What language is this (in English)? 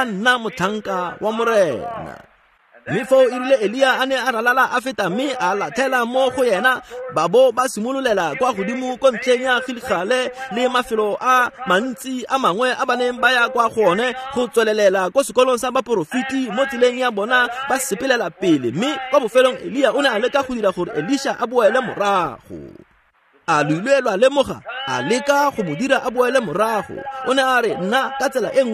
Tswana